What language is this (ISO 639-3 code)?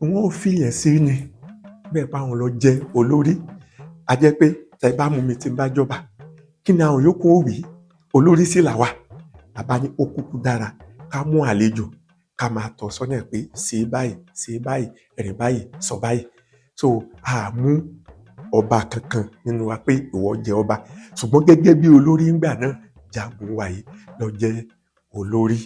yor